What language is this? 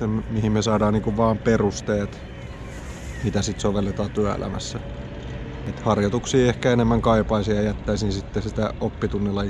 Finnish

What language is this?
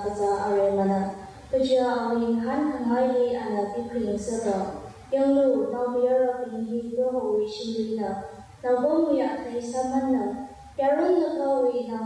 Tangkhul Naga (India)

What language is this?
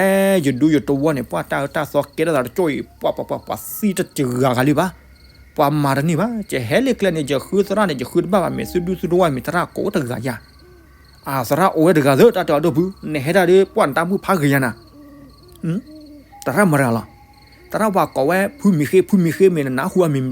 S'gaw Karen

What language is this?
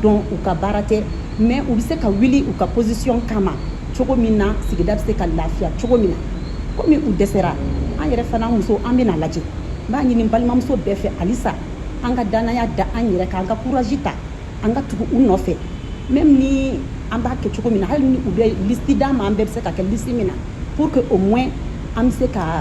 Bambara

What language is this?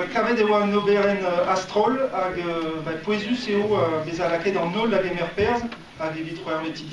Breton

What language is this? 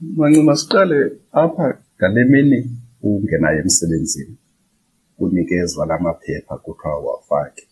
Xhosa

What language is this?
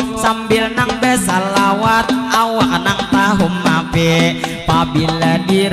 Banjar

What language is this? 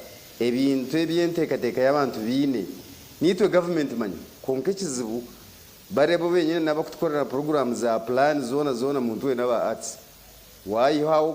Nyankole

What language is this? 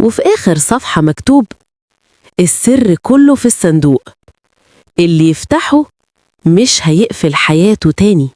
Egyptian Arabic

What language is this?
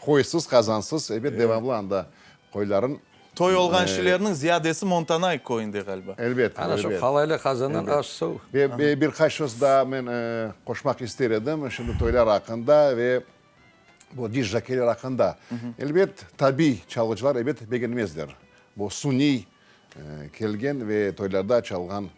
Crimean Tatar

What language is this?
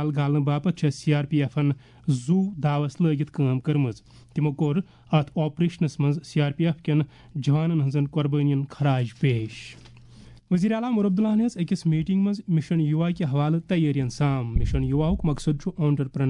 Kashmiri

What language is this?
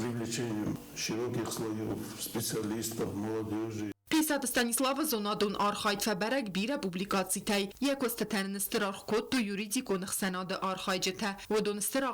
Ossetic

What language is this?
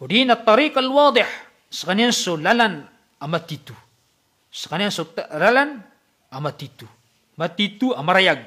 Maranao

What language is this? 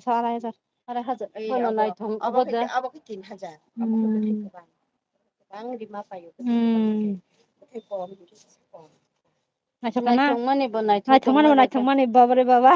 Kok Borok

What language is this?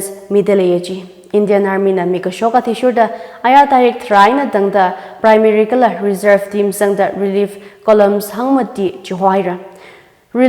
Tangkhul Naga (India)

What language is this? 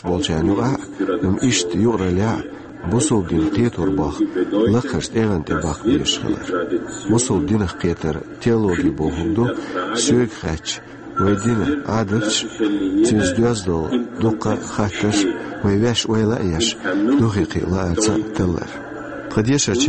Chechen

